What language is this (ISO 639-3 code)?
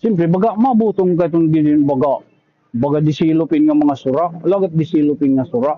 war